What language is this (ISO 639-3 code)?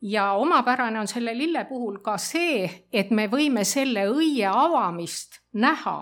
est